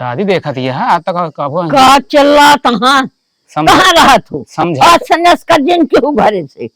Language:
Awadhi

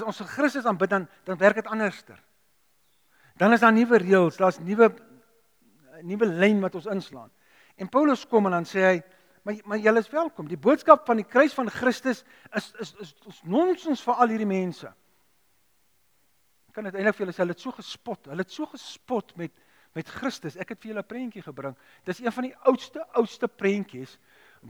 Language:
Afrikaans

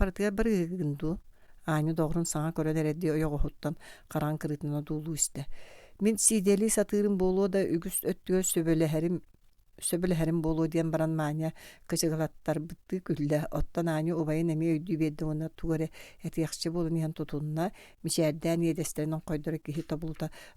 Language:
Yakut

